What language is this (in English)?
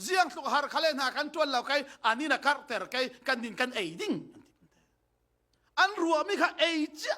Falam Chin